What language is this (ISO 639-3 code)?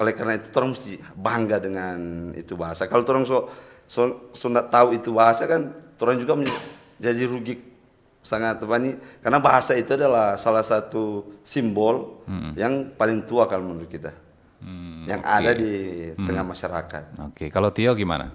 xmm